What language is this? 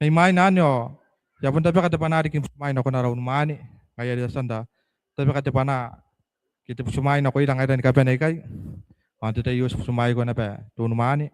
Gilbertese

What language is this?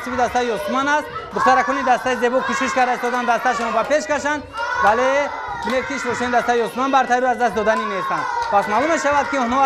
Tajik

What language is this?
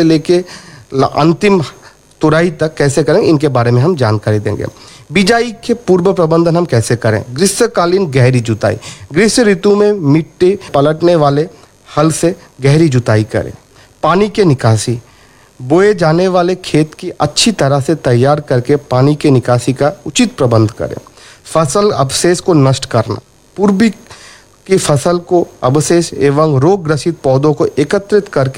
Hindi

